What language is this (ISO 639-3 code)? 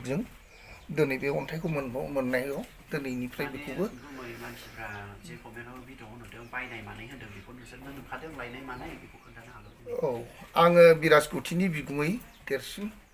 brx